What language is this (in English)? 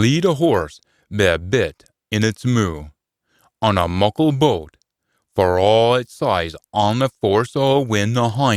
Scots